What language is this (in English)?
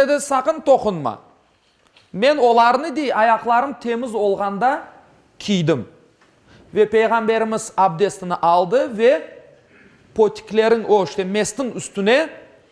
Crimean Tatar